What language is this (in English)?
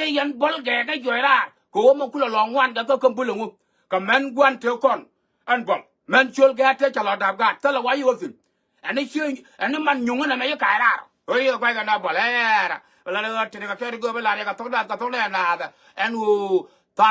Nuer